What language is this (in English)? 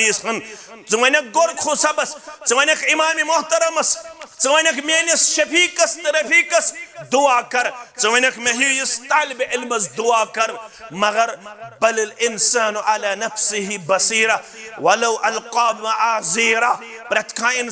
Kashmiri